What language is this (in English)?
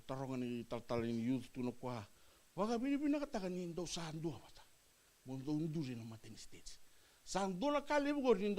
Fijian